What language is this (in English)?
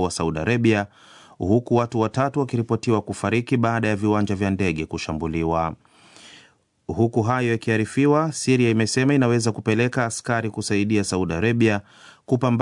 Swahili